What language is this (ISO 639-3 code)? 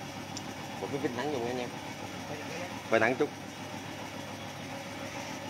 vie